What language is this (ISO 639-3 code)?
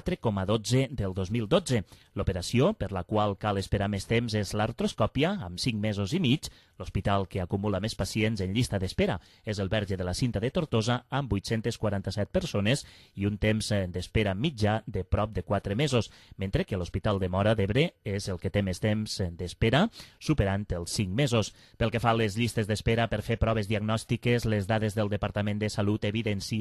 cat